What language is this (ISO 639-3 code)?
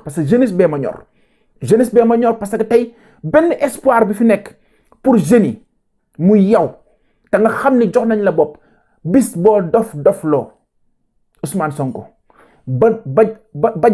wol